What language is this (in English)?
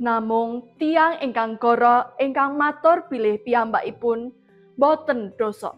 Javanese